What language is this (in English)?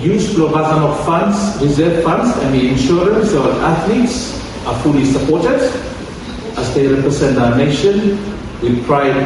Bislama